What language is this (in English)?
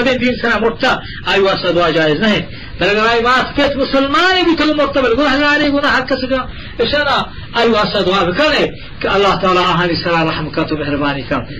Eastern Balochi